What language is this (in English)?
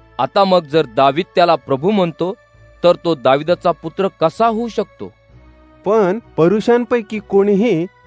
Marathi